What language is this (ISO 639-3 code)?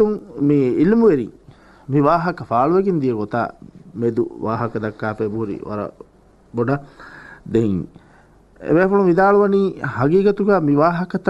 div